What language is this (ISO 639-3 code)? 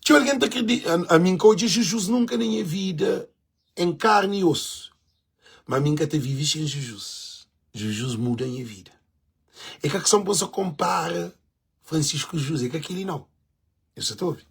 kea